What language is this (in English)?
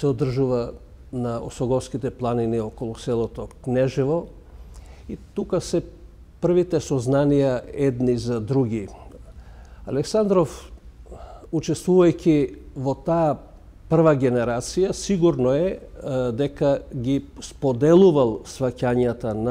Macedonian